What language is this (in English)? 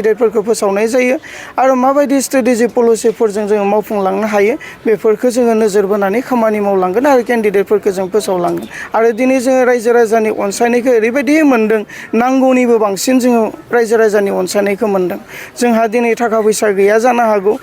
Bodo